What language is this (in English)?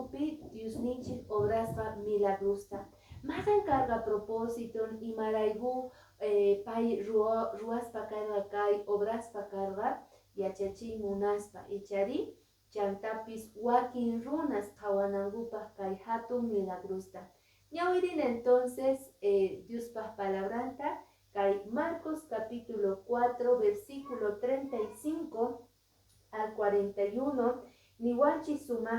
Quechua